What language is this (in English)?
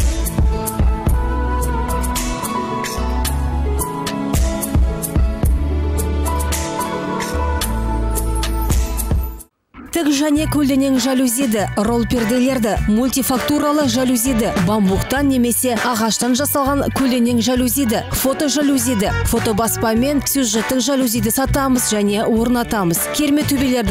Kazakh